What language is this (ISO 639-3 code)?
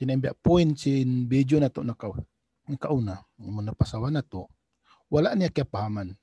tsg